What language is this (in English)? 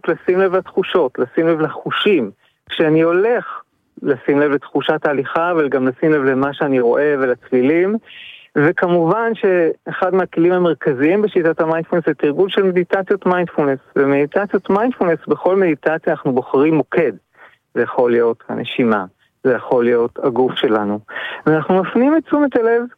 Hebrew